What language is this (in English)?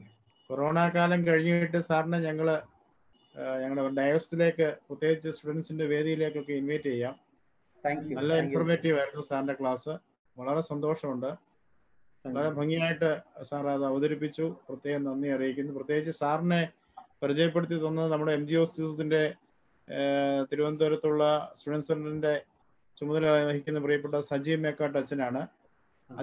Malayalam